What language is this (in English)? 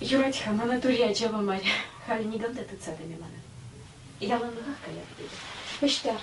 Chuvash